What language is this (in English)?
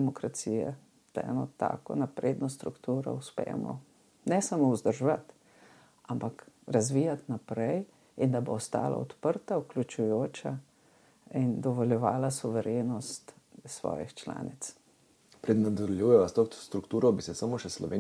Slovenian